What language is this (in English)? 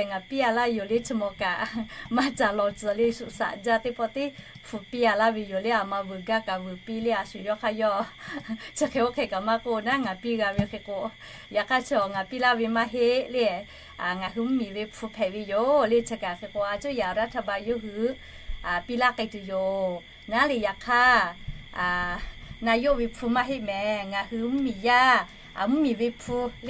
Lahu